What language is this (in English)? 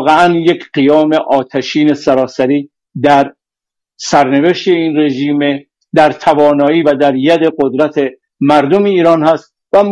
Persian